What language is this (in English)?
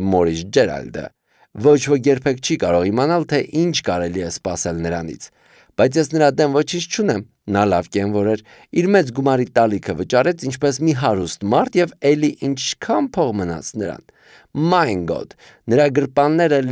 Armenian